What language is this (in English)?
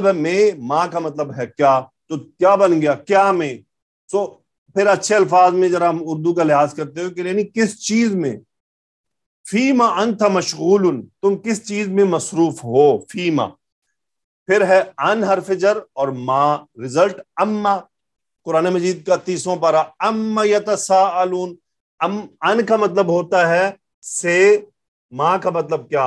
Urdu